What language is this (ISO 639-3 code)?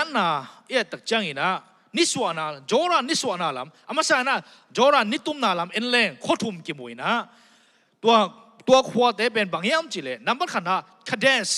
ctd